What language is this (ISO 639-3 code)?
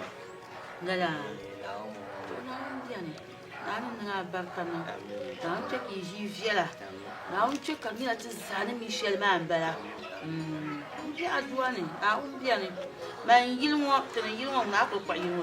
dag